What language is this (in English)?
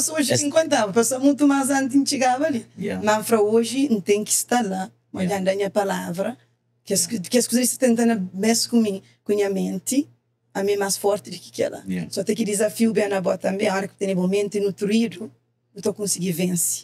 Kabuverdianu